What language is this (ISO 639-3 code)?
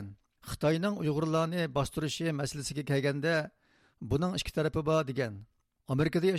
uig